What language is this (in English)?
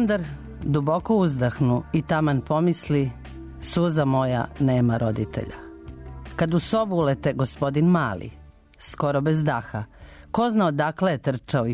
Serbian